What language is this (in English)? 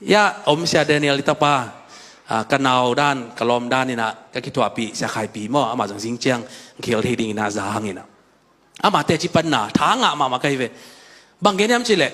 Tedim Chin